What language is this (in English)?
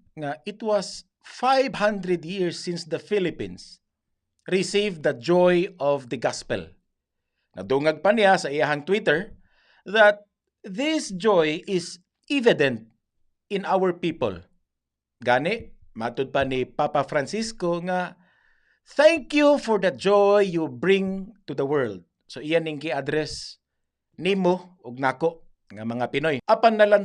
Cebuano